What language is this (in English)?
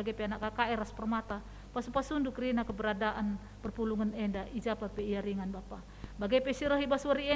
Batak Karo